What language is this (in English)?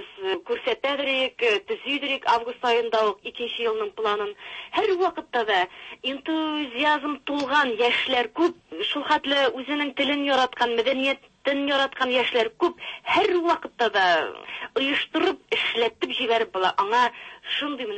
Tatar